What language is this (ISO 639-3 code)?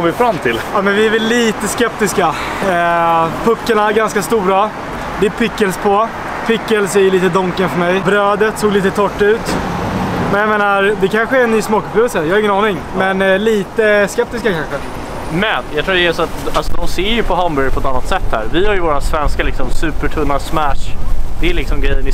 swe